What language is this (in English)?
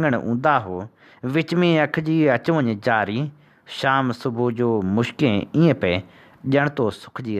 Sindhi